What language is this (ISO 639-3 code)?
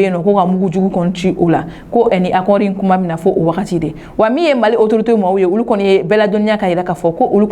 bam